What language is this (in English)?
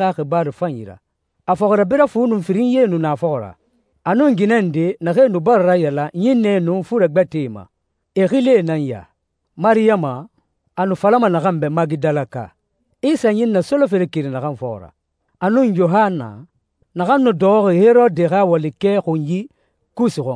Susu